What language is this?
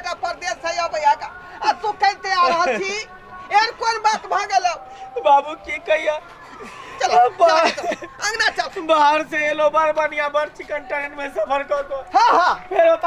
Maithili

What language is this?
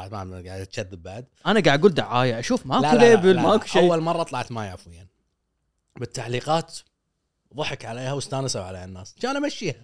Gulf Arabic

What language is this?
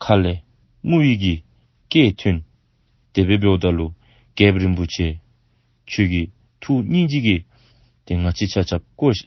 Dzongkha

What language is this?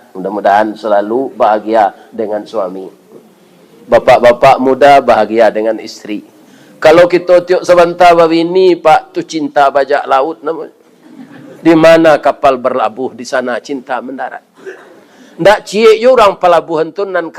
Minangkabau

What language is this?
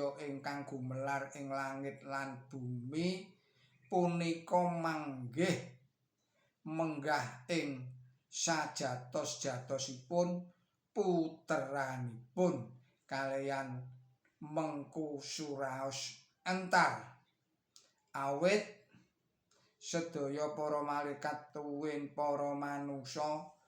Javanese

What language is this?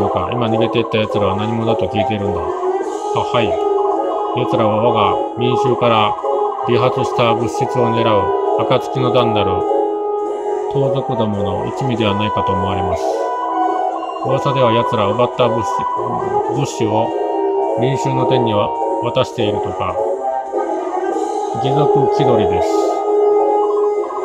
Japanese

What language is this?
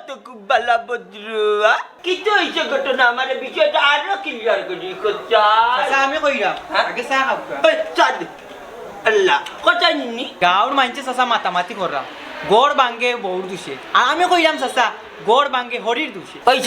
Sylheti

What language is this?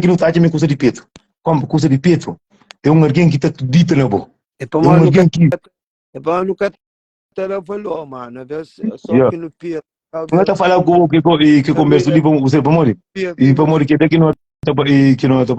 Kabuverdianu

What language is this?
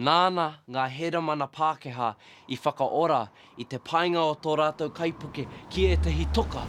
Māori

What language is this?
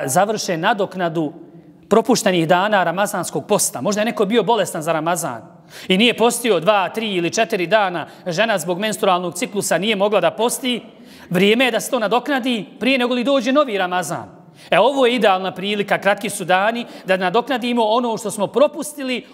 Bosnian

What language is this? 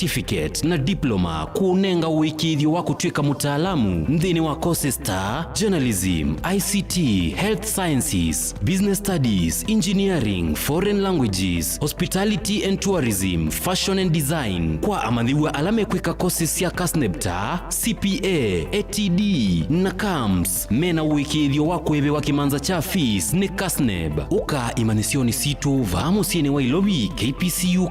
Kamba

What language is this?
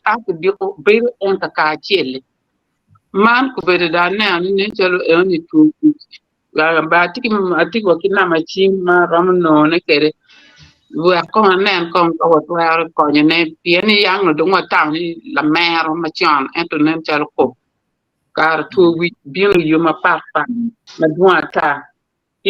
Acoli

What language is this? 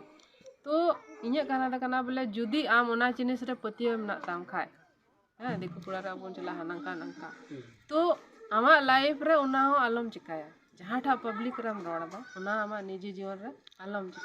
Santali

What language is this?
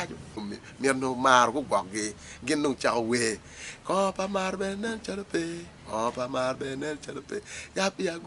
Acoli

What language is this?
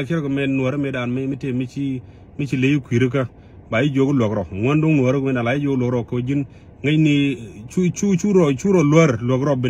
Nuer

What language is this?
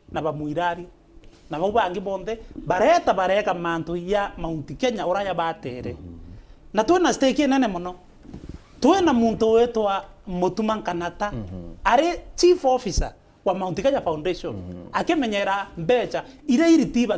Meru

